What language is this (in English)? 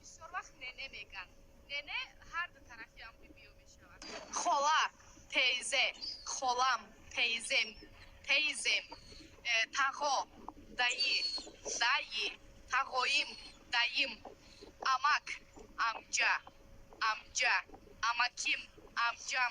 Tajik